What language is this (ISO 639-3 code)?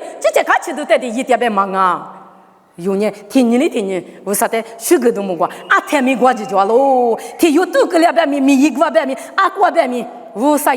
lis